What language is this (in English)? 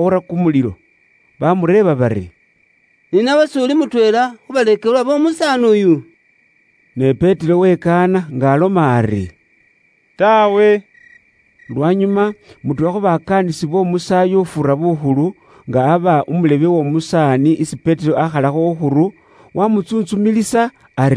Luyia